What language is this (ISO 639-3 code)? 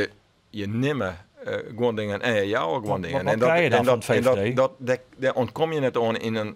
fry